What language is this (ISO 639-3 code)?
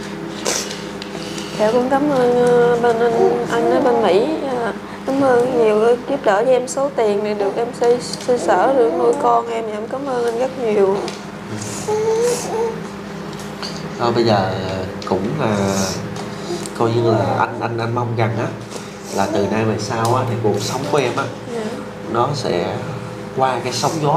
vie